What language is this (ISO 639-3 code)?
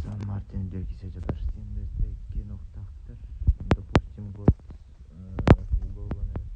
sah